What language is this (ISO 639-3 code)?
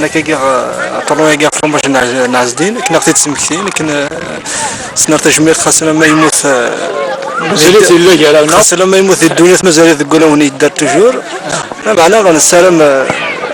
kab